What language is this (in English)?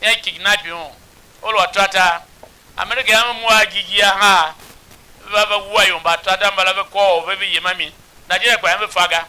Tiv